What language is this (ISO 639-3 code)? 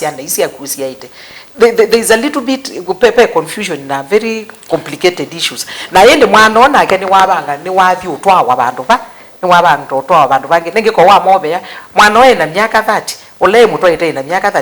kam